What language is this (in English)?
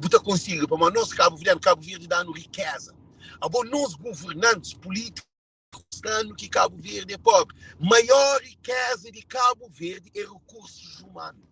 Kabuverdianu